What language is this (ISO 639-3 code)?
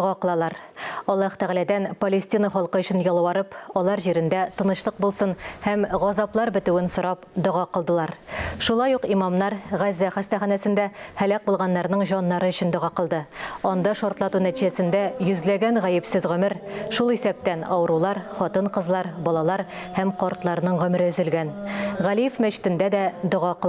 tat